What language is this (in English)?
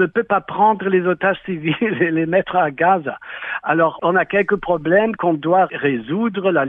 French